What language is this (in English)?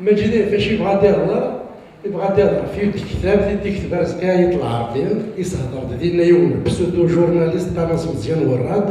Kabyle